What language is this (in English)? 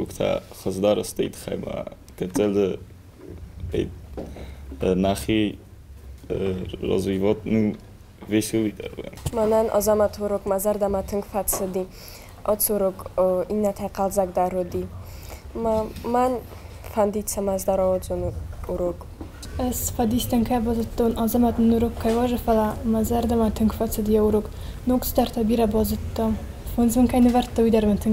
Ossetic